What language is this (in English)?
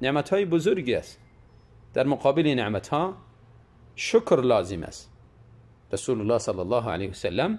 Tajik